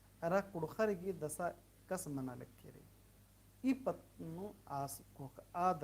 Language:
Kurukh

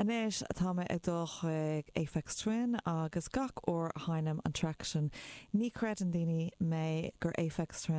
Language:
Irish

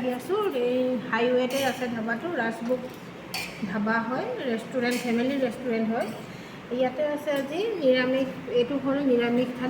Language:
Assamese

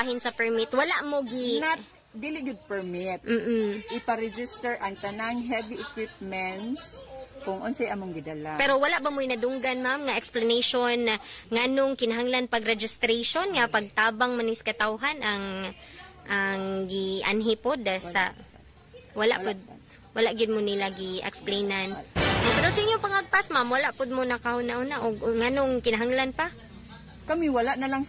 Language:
Cebuano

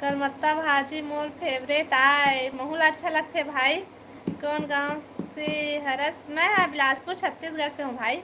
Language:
Chhattisgarhi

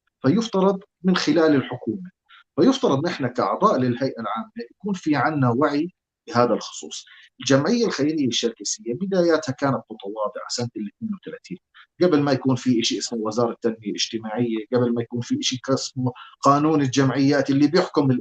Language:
North Levantine Arabic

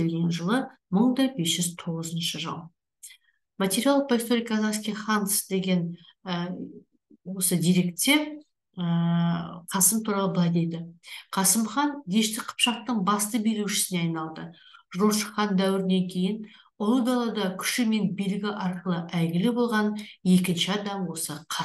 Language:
Kazakh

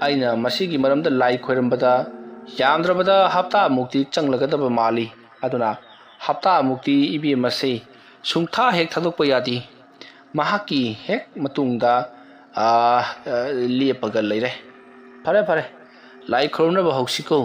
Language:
Manipuri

